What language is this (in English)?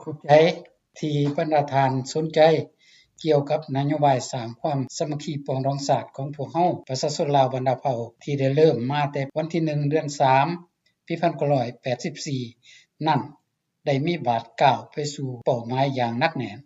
Lao